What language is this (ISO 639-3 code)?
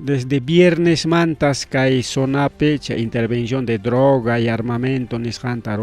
quy